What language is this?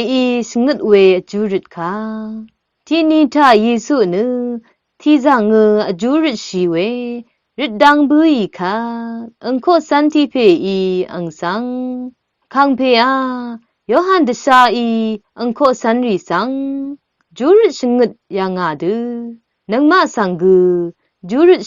Rawang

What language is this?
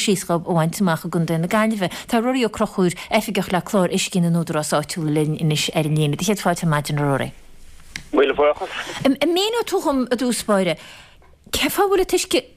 Irish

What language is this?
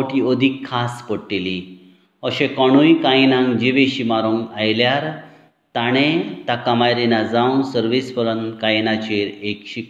Konkani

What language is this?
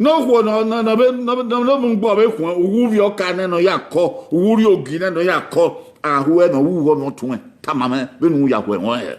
Bini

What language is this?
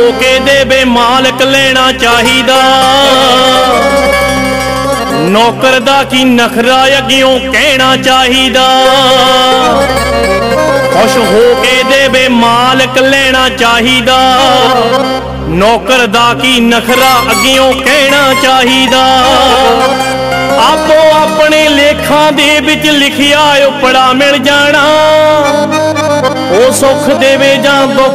Punjabi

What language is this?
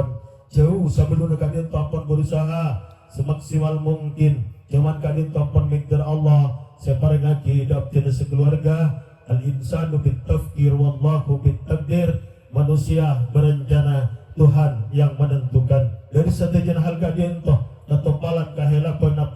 Madurese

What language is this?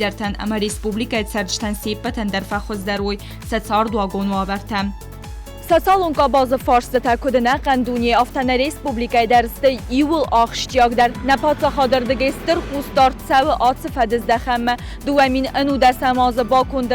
Ossetic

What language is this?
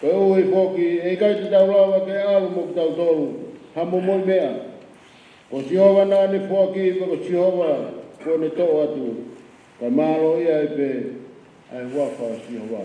Tongan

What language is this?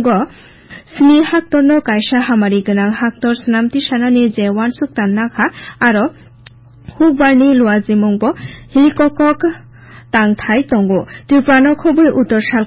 Kok Borok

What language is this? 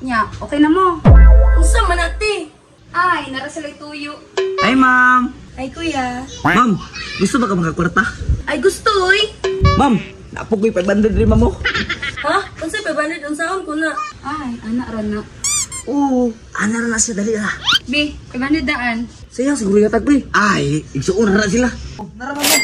Cebuano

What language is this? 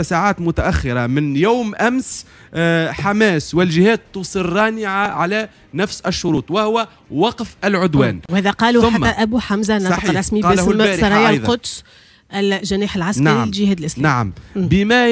Tunisian Arabic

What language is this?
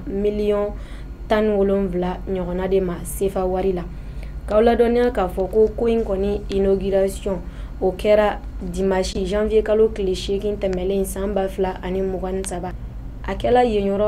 Bambara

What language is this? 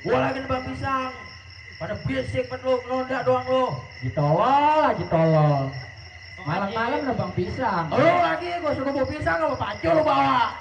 Betawi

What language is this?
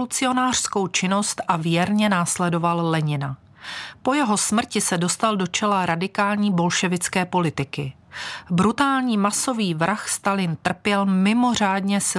Czech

